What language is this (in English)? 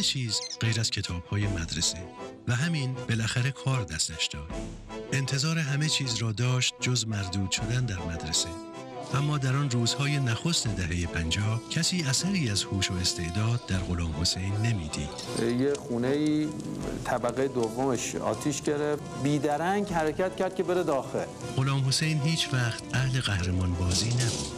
Persian